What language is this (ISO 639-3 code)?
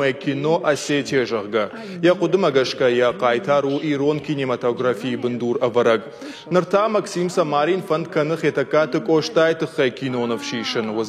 oss